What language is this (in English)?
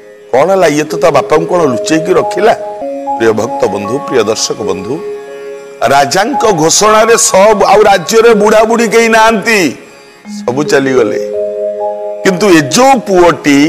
Odia